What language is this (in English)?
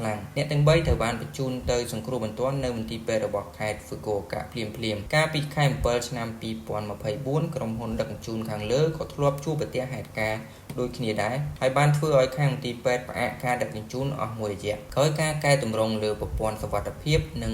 Khmer